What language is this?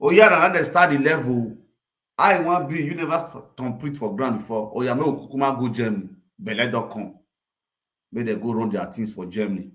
Nigerian Pidgin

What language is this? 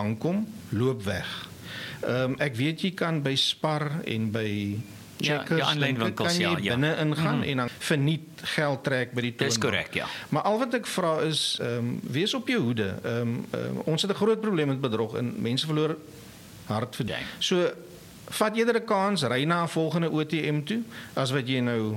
Afrikaans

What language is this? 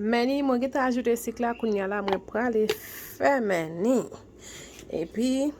Haitian Creole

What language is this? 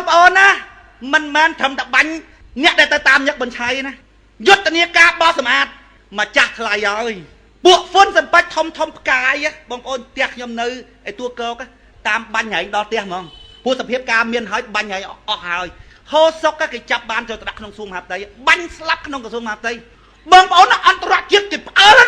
Khmer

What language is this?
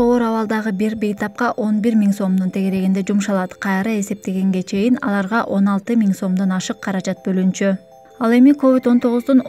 Kyrgyz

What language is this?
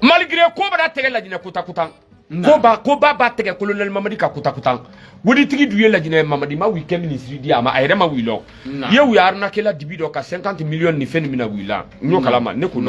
Bambara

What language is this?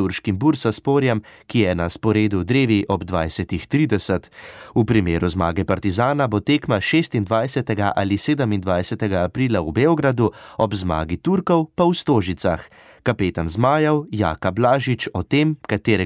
Slovenian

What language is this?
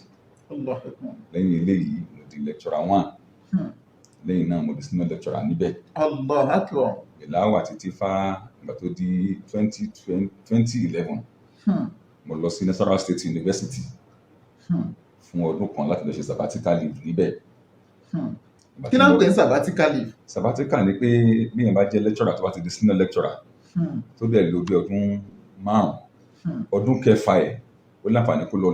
Yoruba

